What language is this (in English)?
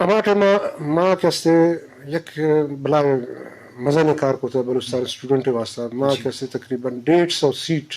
Baluchi